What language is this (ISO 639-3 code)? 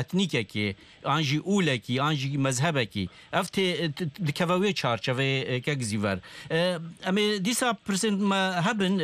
kur